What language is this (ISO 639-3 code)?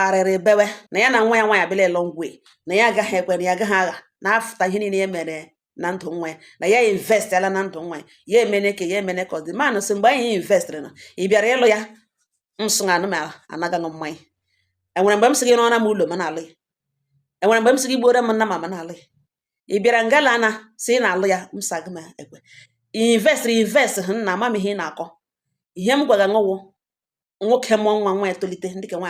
ibo